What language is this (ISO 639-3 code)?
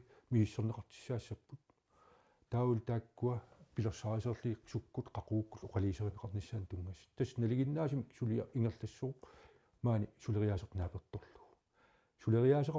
kal